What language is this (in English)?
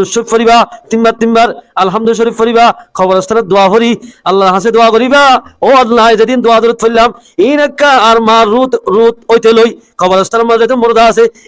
Rohingya